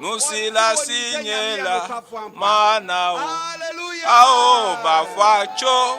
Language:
Ewe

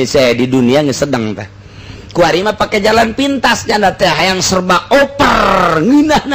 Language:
Sundanese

